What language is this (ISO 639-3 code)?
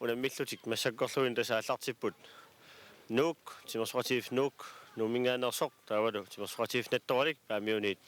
kal